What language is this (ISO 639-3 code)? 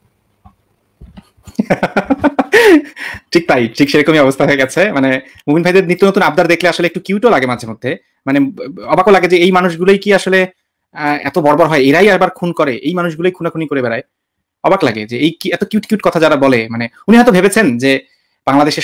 ben